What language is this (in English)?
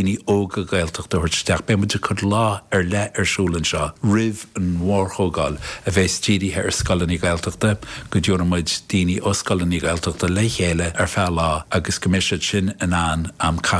Irish